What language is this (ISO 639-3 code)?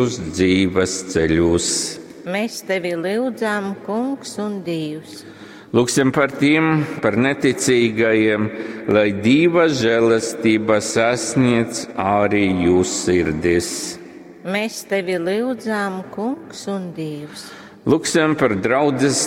ltg